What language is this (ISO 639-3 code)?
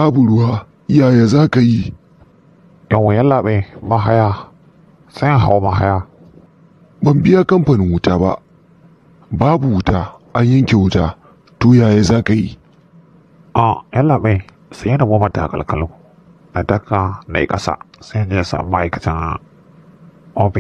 hau